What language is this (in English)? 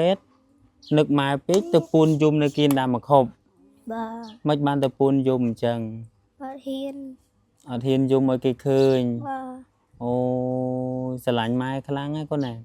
Khmer